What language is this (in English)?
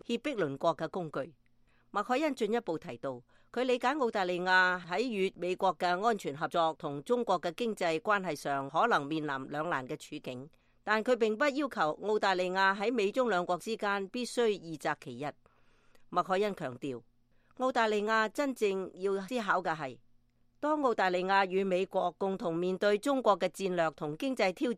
Cantonese